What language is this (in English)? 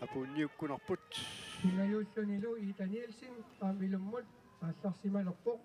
Kalaallisut